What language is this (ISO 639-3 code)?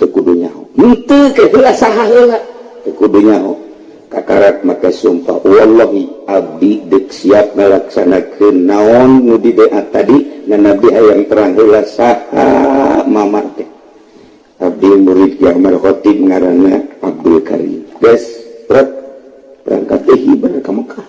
sun